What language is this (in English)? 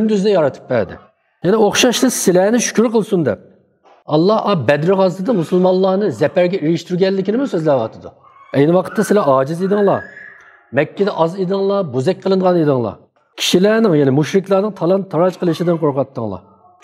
Uyghur